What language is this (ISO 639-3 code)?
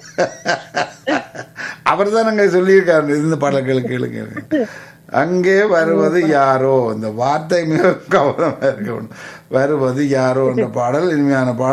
tam